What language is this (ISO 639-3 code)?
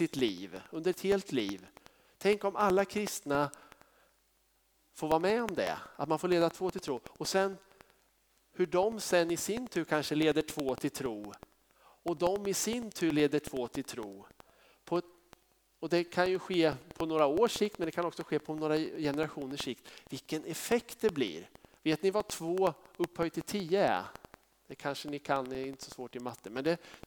swe